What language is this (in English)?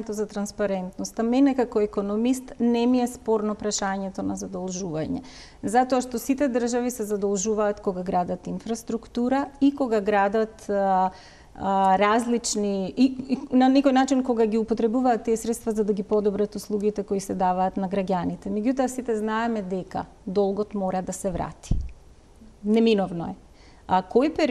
Macedonian